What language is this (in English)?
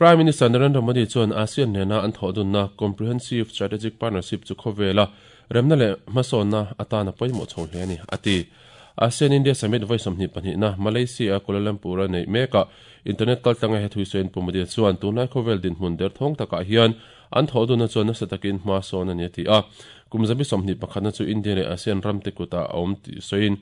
Mizo